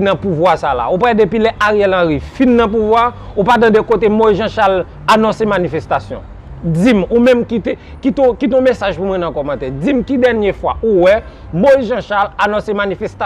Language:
Haitian Creole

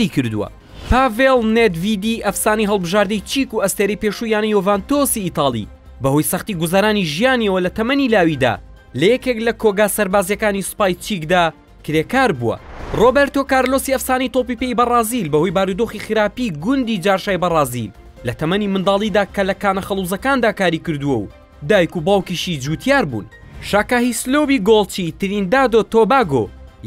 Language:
Central Kurdish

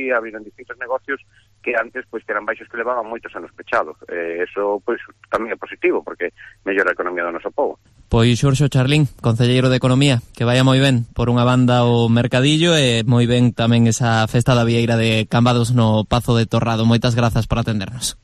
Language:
Galician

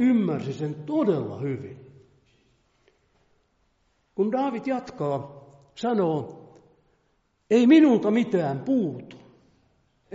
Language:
Finnish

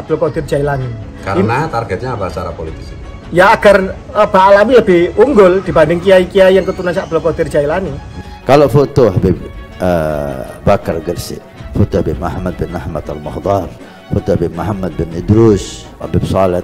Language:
Indonesian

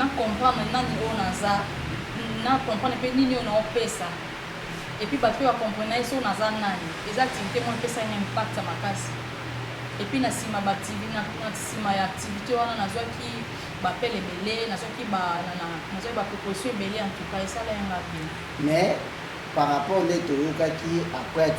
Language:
Lingala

